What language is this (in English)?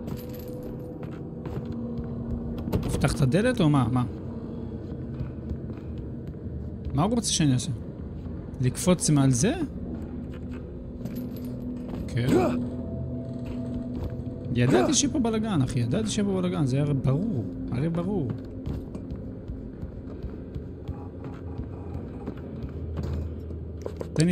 Hebrew